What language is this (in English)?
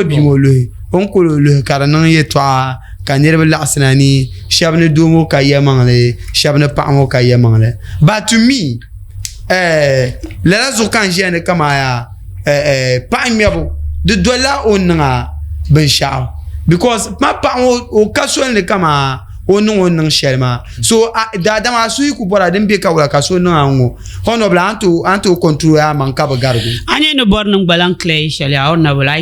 Dagbani